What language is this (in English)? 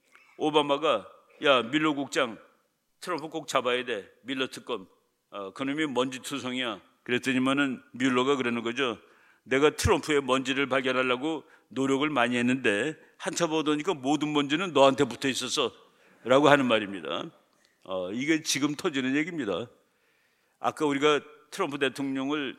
Korean